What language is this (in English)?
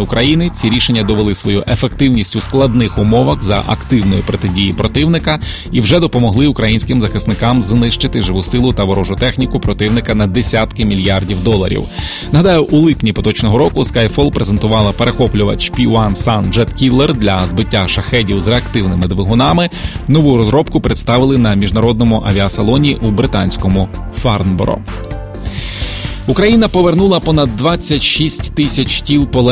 Ukrainian